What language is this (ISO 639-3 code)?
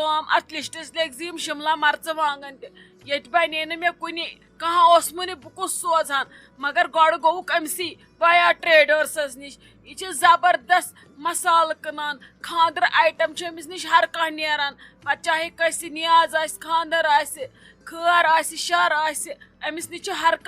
kas